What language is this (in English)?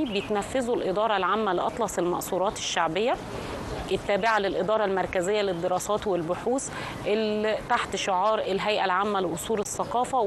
Egyptian Arabic